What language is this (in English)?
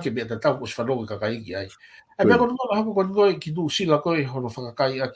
Tongan